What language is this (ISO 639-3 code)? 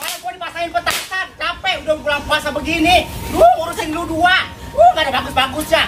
bew